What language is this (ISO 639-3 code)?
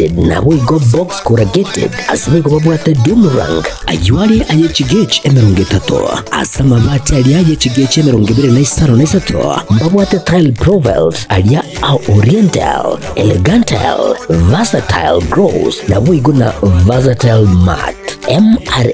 guz